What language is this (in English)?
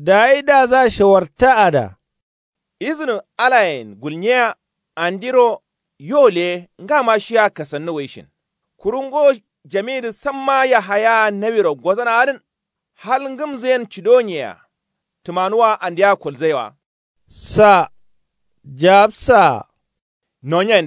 Kanuri